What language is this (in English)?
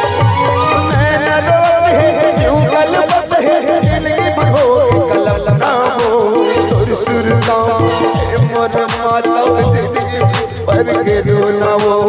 Chhattisgarhi